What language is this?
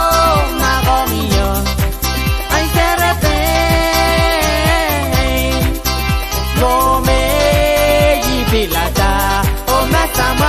Pohnpeian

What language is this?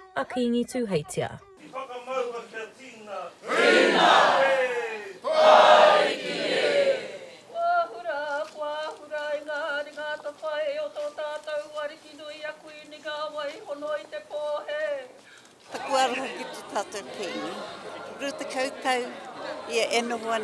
Māori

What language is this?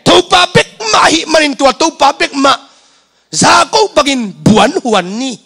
Tedim Chin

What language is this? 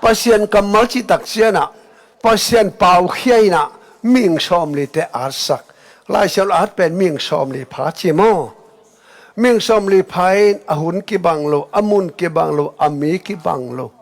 Tedim Chin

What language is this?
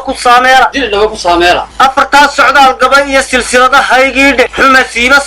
Somali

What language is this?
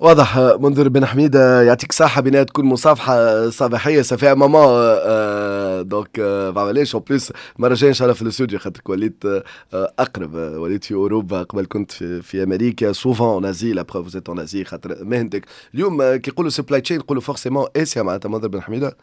Tunisian Arabic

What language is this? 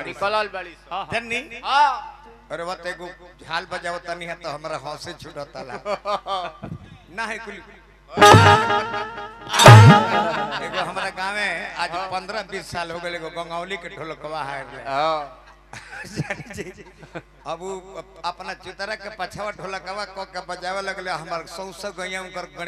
Bhojpuri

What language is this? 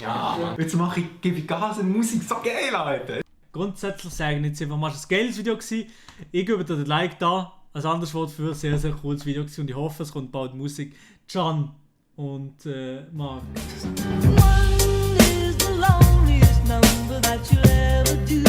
Swiss German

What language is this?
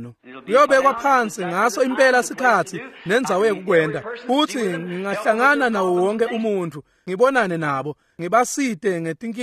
Swati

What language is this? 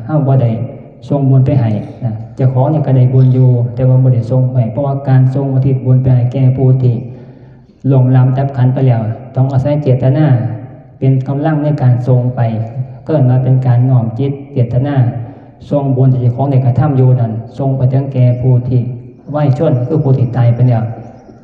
Northeastern Thai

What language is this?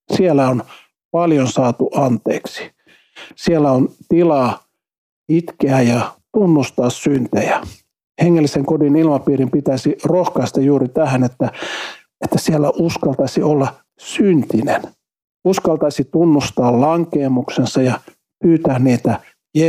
Finnish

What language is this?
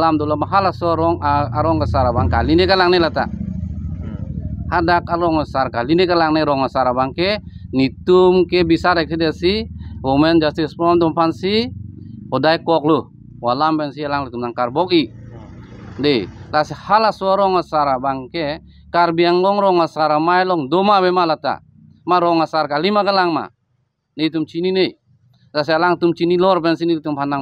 Karbi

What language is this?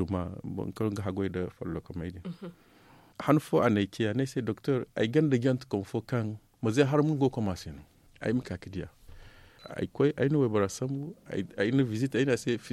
Zarma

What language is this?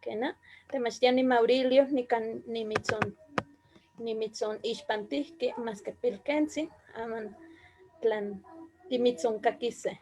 Eastern Huasteca Nahuatl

